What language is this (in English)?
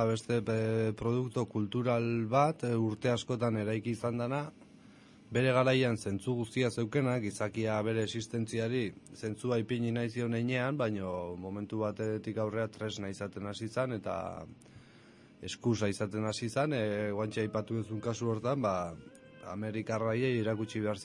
Basque